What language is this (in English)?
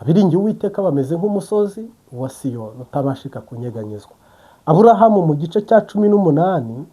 Kinyarwanda